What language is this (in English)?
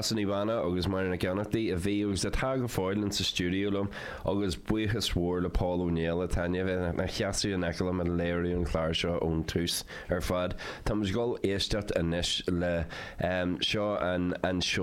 Irish